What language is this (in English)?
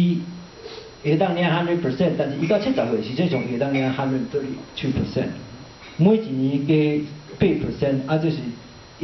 Min Nan Chinese